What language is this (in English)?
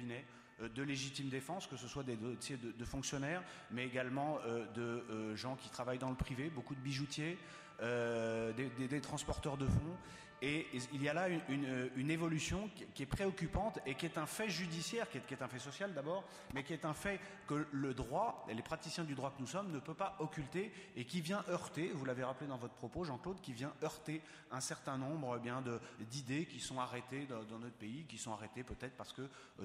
French